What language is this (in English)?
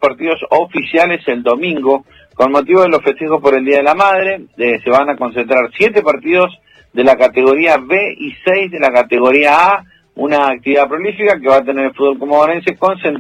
Spanish